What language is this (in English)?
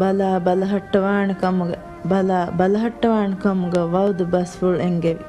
Divehi